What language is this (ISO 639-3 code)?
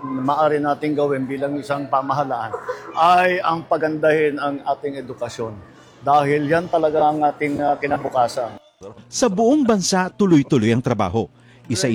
fil